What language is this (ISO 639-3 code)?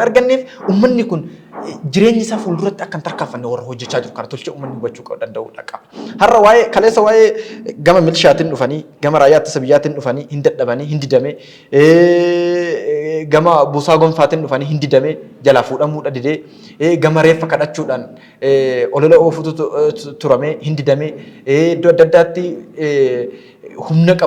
orm